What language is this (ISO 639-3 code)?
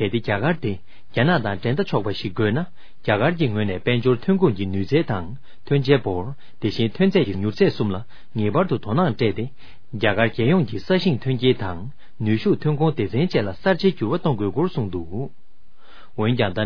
bod